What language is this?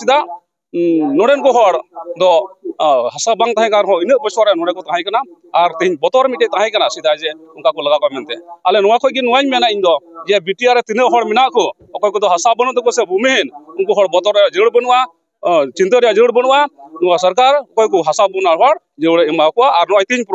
Bodo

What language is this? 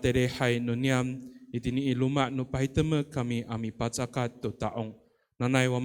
Amis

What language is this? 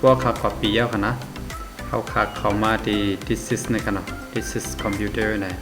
Shan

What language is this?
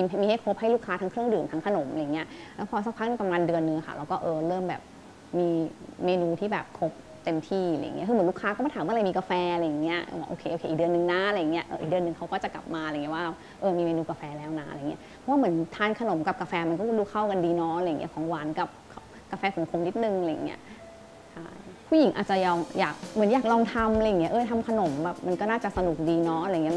Thai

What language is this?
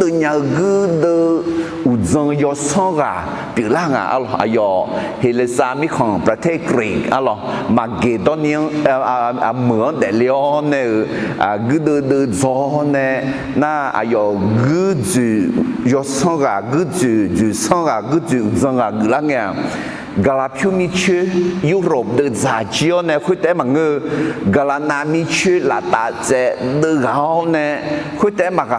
Akha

